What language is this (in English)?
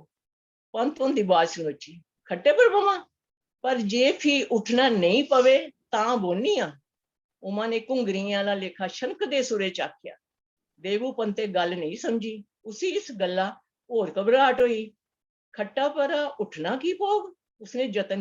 Dogri